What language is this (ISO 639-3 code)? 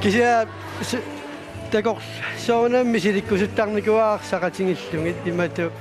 kal